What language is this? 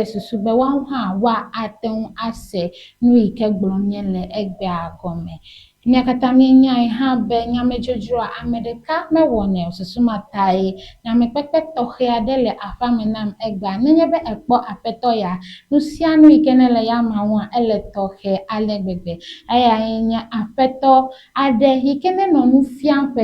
Ewe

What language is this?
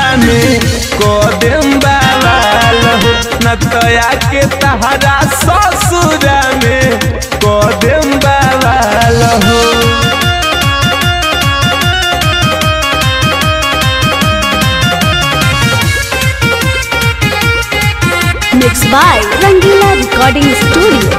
Bhojpuri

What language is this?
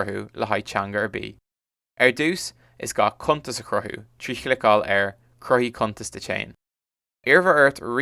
Irish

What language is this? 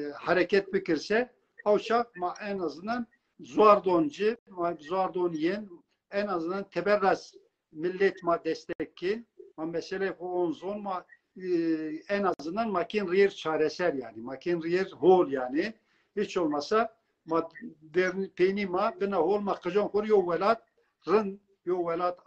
Zaza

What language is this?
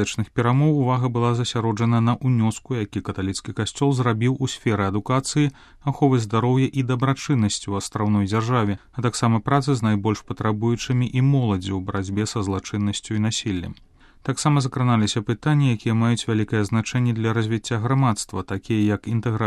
Belarusian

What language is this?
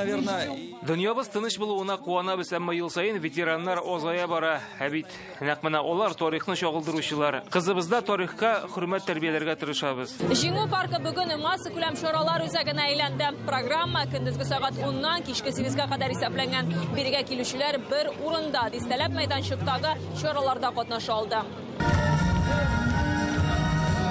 Tatar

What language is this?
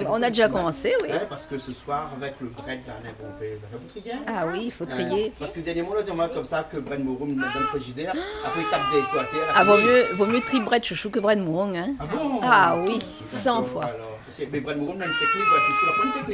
Réunion Creole French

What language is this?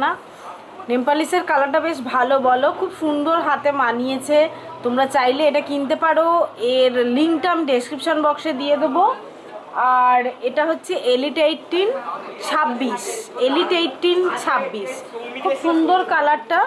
Bangla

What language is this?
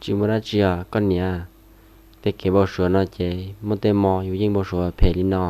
Hmong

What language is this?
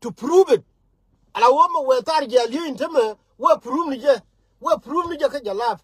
Nuer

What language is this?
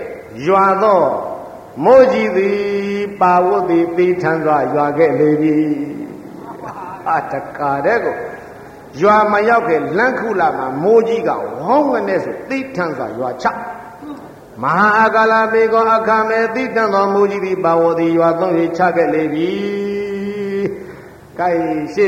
Burmese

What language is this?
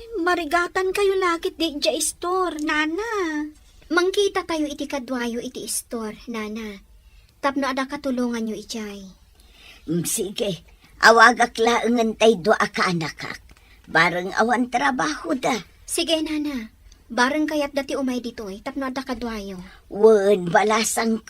Iloko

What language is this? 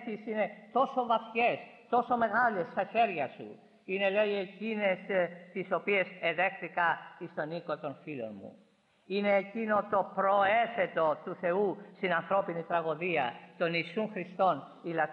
Greek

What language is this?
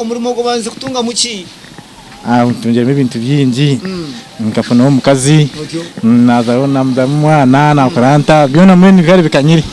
Nyankole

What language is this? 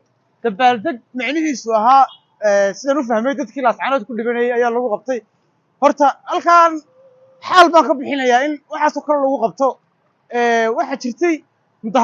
Somali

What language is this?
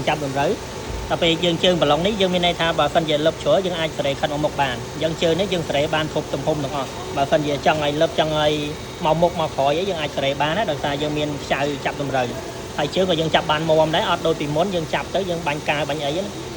Khmer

